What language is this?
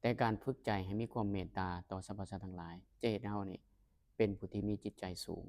Lao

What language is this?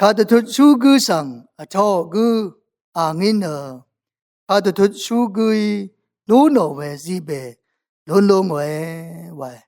Rawang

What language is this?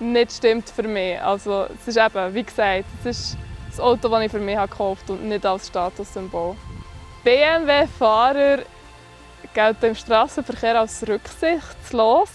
Swiss German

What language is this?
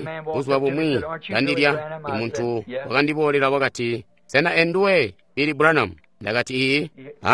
Tonga (Zambia)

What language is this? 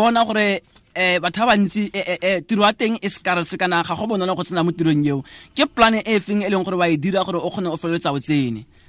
Tswana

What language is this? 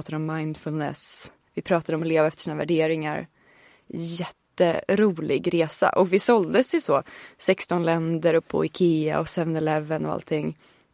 Swedish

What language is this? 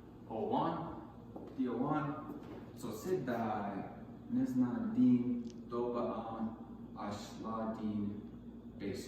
Navajo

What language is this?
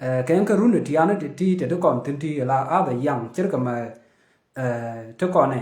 Nuer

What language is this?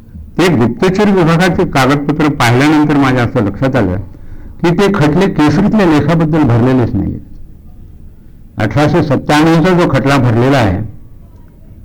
Marathi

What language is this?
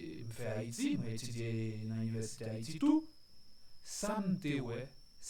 Haitian Creole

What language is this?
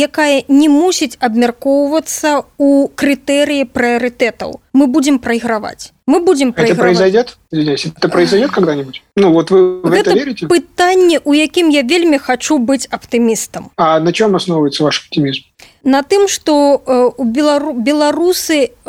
Belarusian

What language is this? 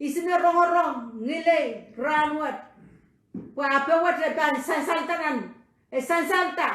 Pohnpeian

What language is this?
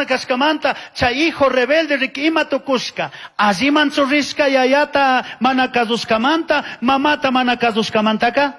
Chimborazo Highland Quichua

